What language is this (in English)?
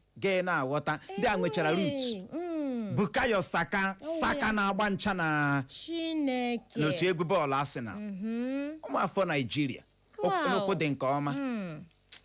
Igbo